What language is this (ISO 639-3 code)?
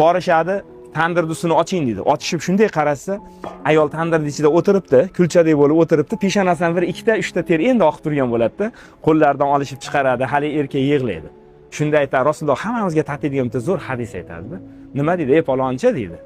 uzb